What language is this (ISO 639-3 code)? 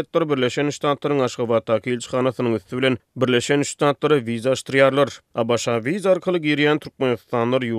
tuk